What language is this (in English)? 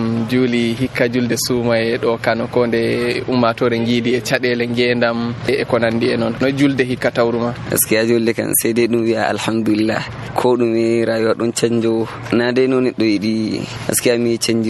Nigerian Fulfulde